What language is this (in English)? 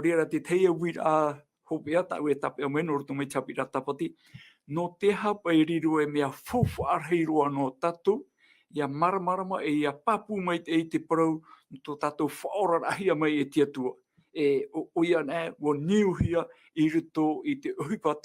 Tahitian